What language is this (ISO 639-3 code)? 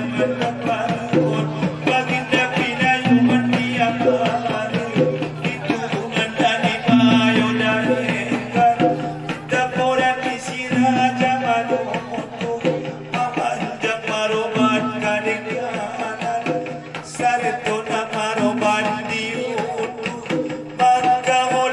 akb